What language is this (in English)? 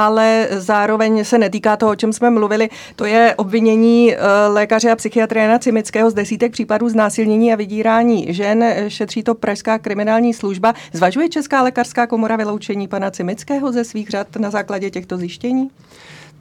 Czech